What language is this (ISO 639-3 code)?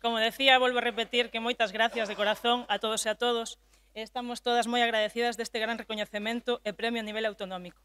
glg